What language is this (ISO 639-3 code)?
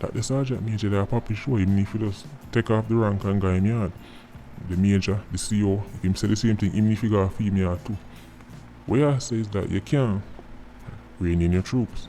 jam